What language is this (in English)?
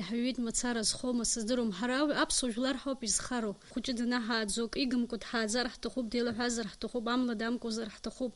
Abkhazian